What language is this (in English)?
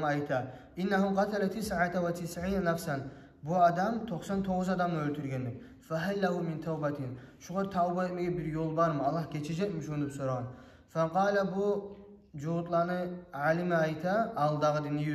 Kumyk